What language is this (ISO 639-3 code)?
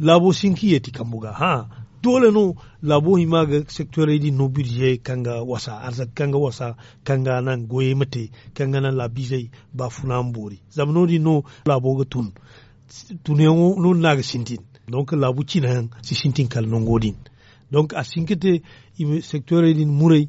dje